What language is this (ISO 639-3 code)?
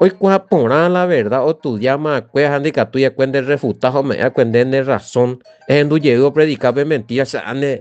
grn